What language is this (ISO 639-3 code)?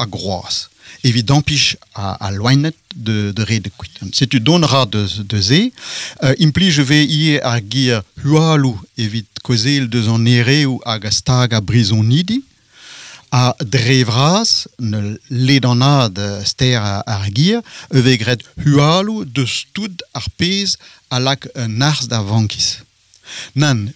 bre